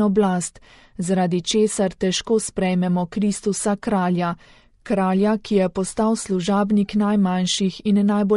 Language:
Slovenian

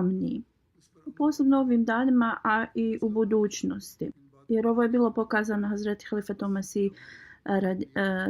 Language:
Bosnian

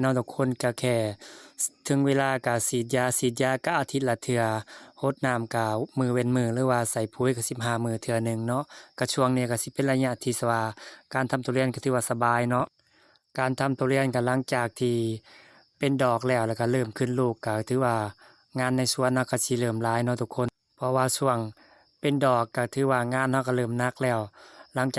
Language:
Lao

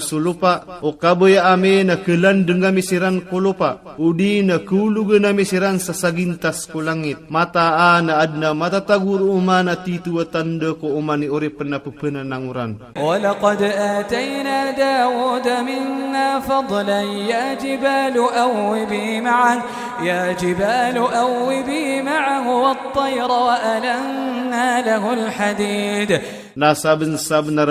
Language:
Iranun (Philippines)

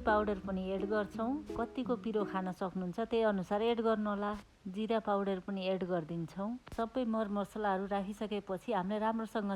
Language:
Nepali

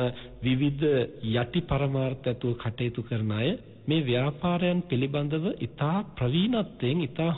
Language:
Sinhala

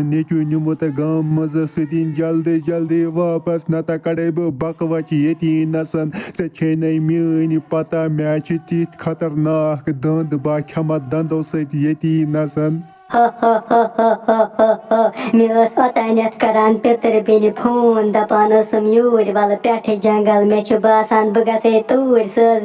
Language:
Kashmiri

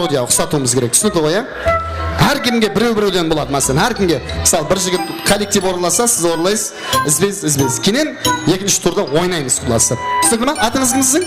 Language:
Kara-Kalpak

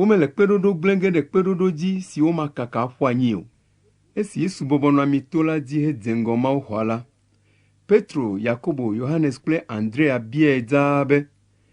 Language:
Ewe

